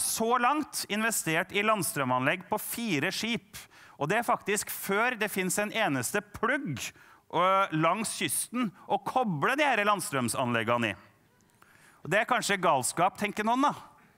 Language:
Norwegian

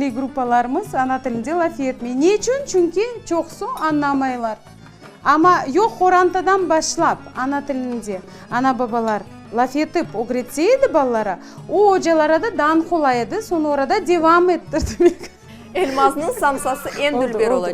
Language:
Crimean Tatar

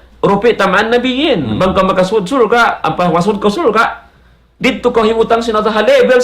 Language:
Tausug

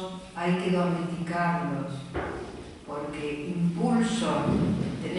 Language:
Spanish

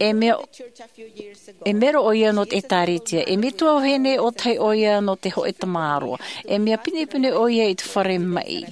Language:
Tahitian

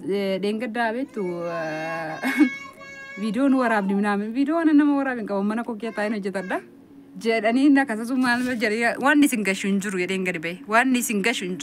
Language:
Oromo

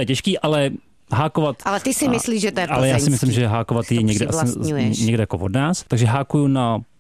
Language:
Czech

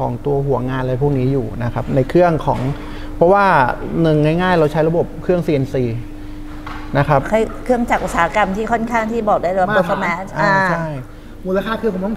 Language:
Thai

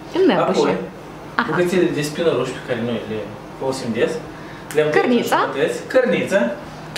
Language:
Romanian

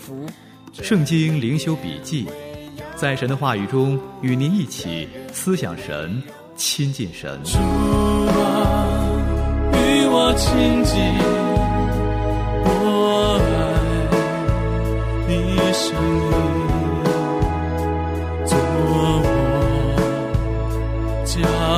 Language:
Chinese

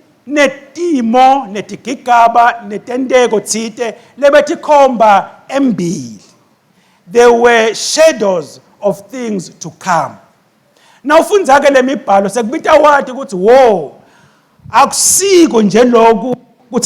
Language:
Swati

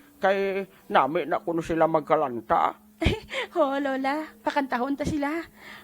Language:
Hiligaynon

